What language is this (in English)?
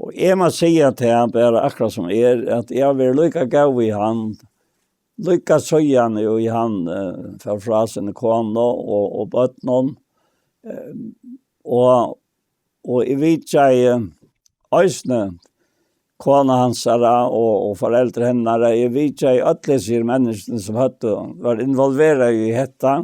Faroese